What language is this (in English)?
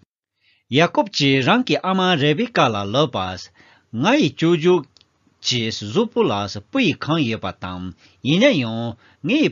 Tibetan